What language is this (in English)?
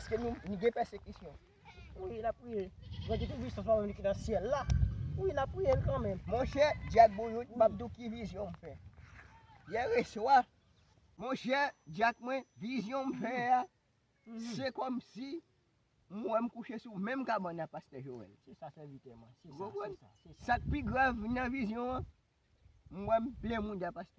Haitian Creole